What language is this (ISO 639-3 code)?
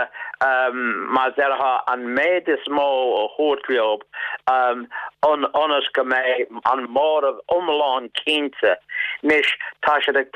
gle